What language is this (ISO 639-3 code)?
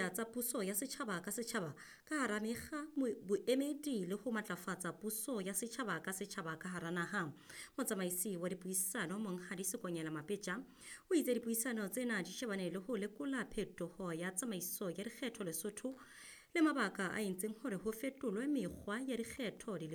sot